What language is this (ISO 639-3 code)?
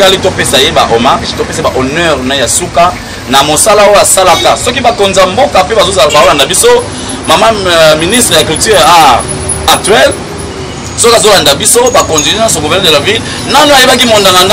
lin